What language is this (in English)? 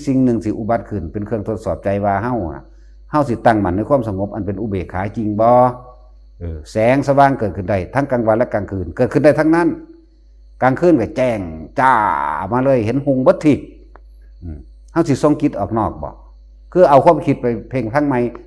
Northeastern Thai